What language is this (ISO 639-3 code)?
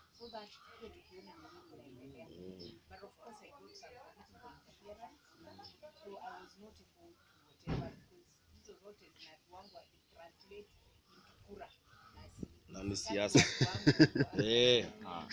swa